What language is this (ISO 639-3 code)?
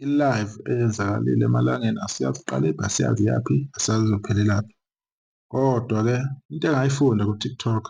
zul